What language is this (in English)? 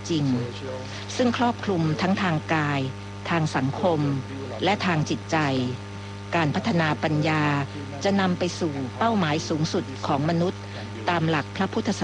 Thai